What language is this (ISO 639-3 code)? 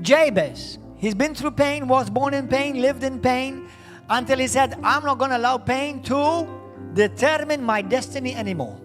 eng